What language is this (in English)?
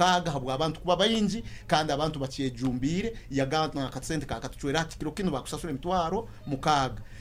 Nyoro